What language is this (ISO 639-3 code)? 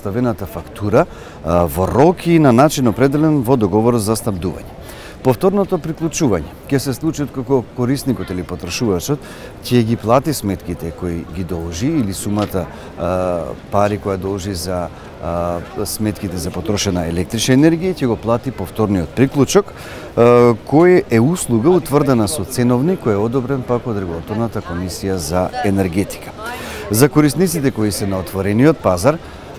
mkd